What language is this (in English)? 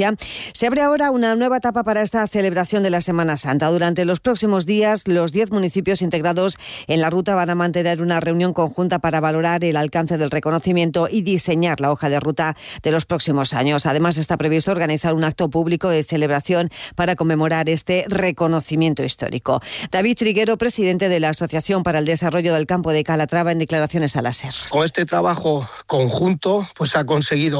Spanish